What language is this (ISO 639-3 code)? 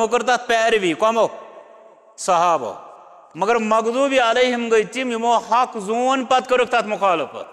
kas